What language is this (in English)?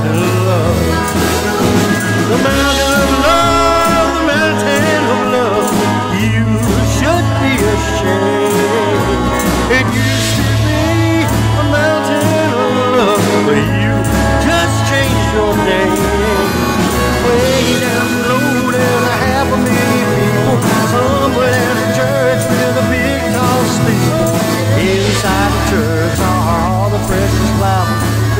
English